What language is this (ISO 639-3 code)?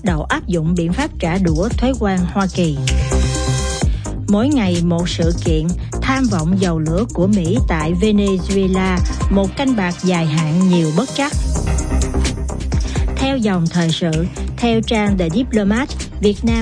vie